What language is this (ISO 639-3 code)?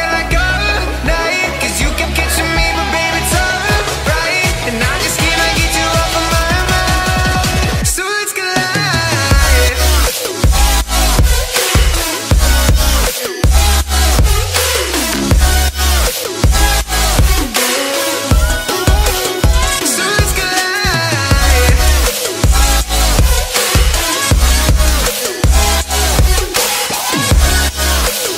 eng